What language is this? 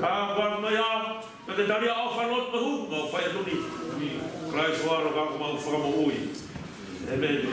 Tongan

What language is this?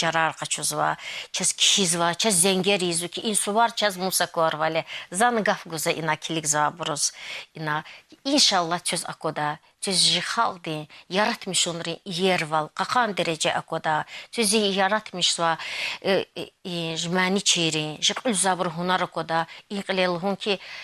Lezghian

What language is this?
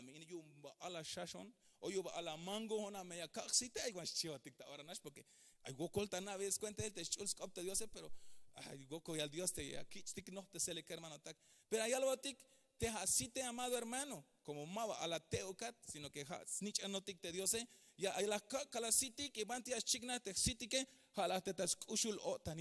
Tzeltal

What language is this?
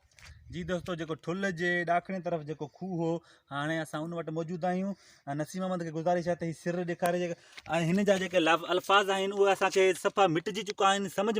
Sindhi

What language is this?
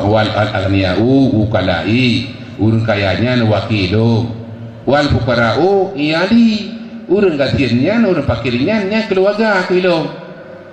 Achinese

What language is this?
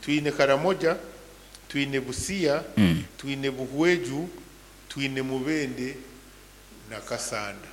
Nyankole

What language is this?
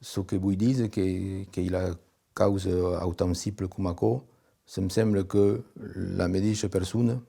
Occitan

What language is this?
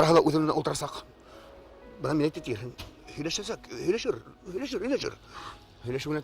Bashkir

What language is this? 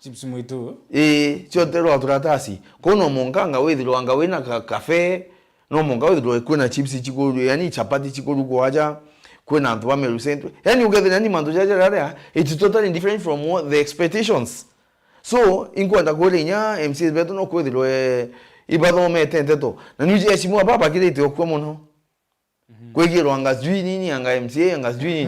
Meru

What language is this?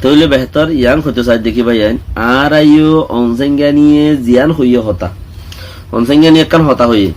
Rohingya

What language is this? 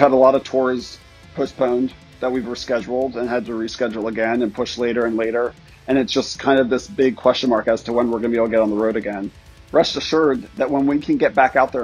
English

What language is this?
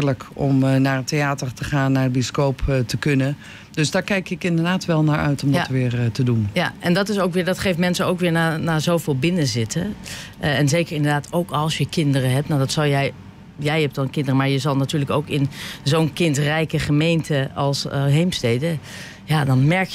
Dutch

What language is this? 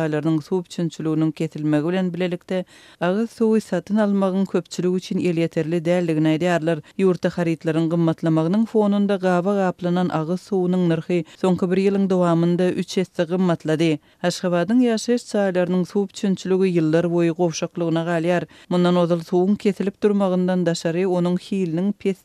Turkmen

